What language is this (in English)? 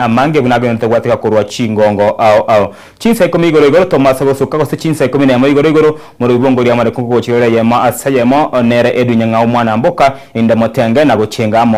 Gusii